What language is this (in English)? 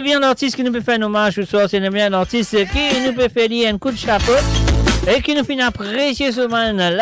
Morisyen